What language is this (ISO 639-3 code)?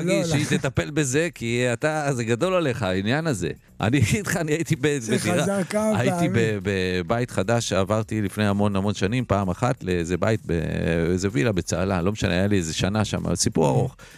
heb